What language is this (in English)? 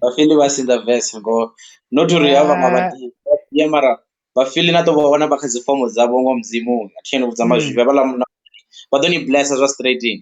Venda